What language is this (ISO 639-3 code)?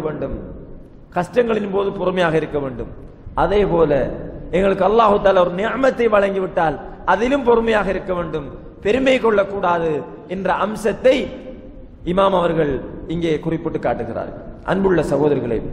tam